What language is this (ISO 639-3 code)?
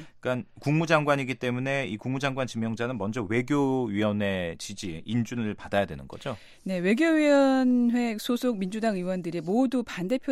kor